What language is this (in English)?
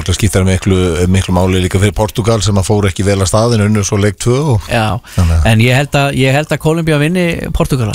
Icelandic